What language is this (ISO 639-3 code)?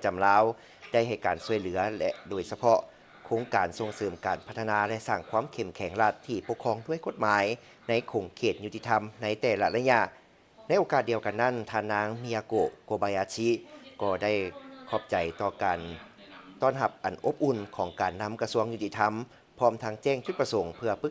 lao